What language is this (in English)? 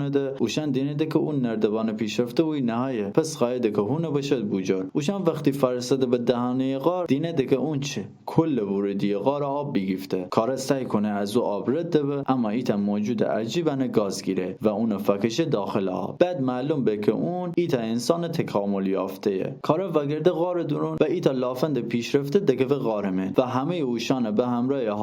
Gilaki